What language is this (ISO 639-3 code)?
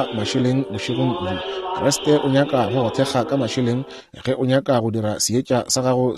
nso